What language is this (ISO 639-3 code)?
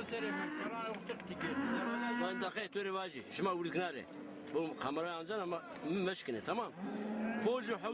zza